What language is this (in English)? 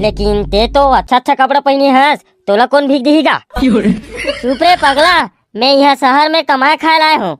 Chhattisgarhi